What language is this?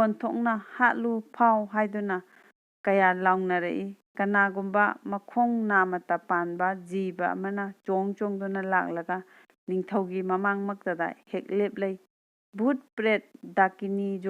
Manipuri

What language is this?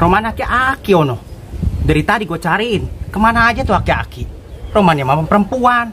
Betawi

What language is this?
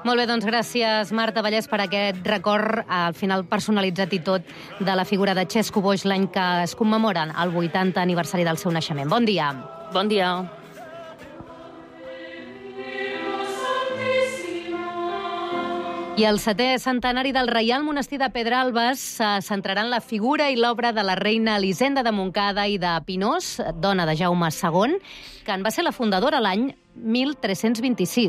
Catalan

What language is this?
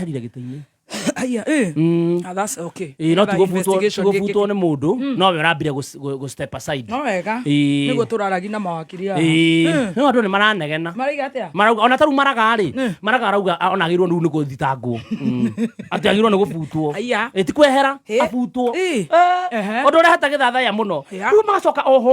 Kikuyu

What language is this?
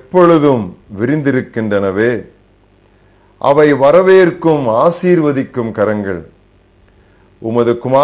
Tamil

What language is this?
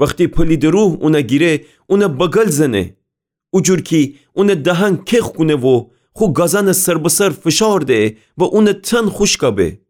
Gilaki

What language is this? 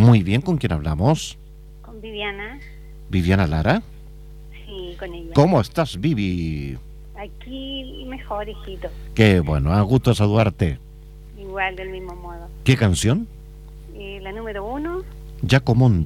Spanish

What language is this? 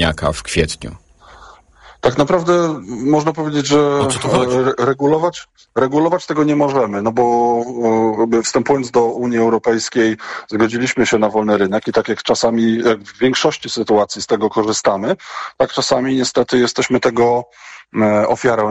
Polish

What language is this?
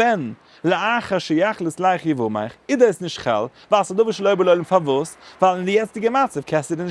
Yiddish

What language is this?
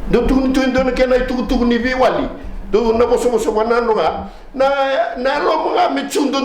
Fijian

